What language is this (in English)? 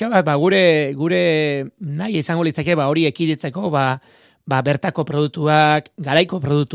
Basque